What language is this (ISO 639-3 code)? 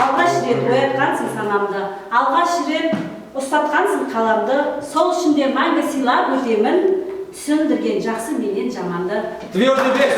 kaa